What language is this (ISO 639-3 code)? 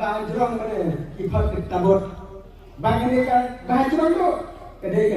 kha